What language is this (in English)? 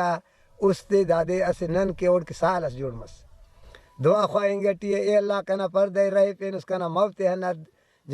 Brahui